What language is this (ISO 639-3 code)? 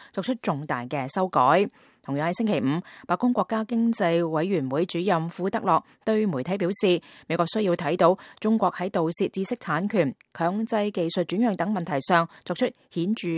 yue